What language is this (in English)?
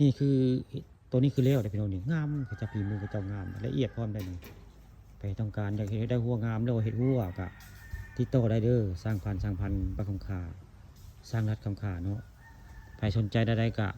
Northeastern Thai